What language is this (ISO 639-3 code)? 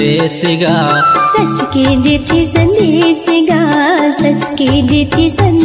hne